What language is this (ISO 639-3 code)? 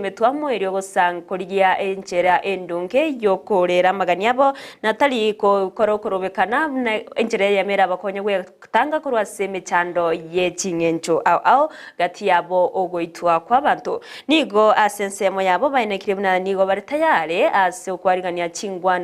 guz